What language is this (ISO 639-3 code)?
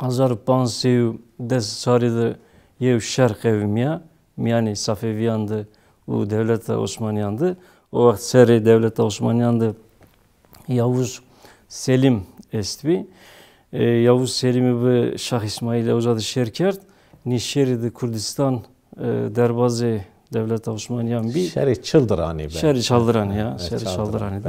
zza